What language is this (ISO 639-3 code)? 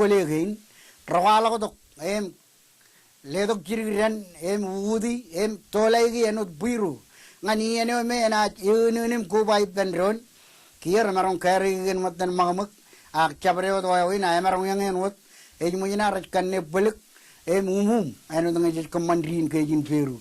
mah